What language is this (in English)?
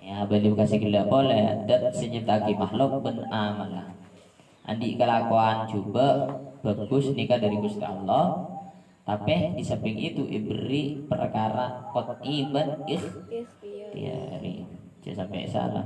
Madurese